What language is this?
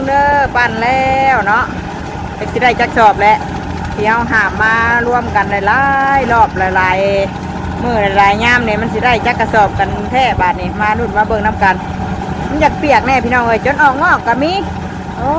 Northeastern Thai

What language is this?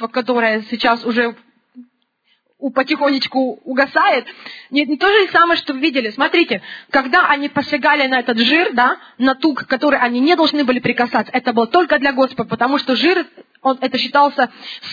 Russian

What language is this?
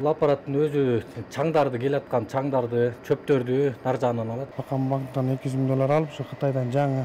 Kyrgyz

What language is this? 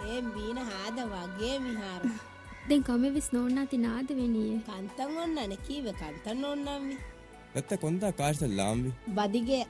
Divehi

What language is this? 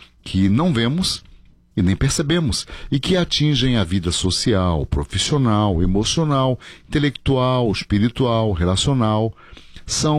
Portuguese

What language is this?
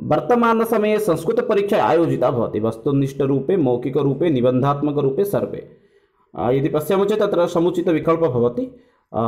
Sanskrit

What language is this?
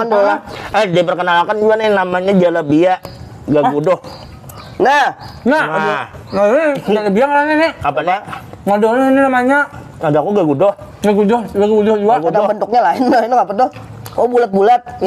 Banjar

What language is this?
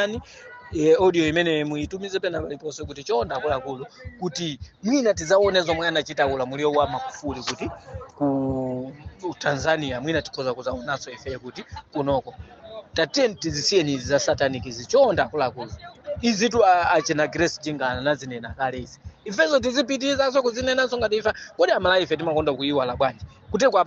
Nyanja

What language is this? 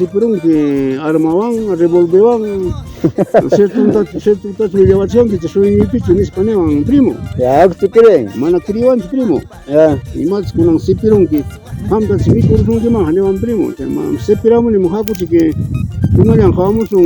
Ayacucho Quechua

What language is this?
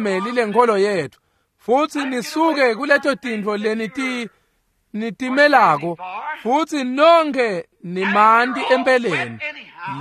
Swati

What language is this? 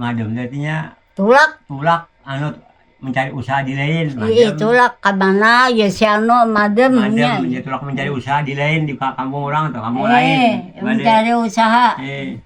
Banjar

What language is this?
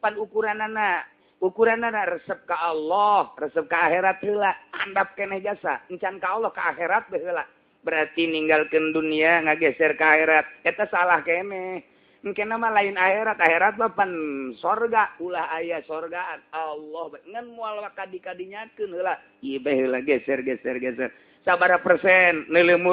Sundanese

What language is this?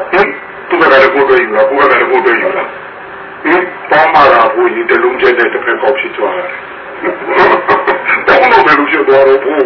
Burmese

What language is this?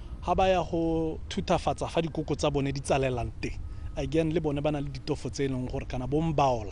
Tswana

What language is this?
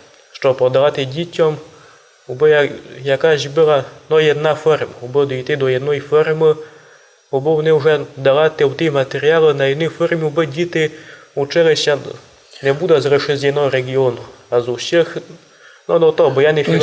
Rusyn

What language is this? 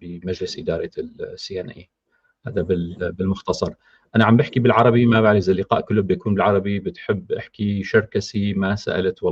North Levantine Arabic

